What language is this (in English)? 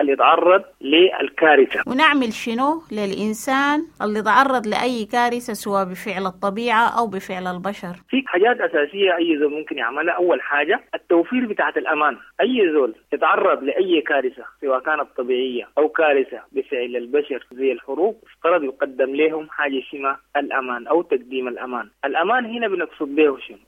Sudanese Arabic